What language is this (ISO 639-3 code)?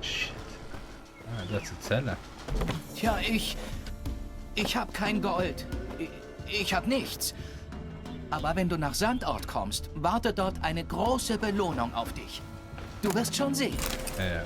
gsw